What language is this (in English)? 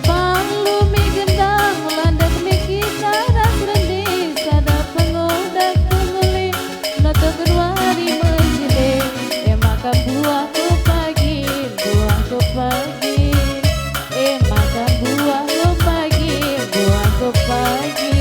Batak Karo